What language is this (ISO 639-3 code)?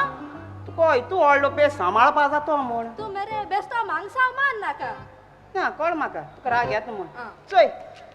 kok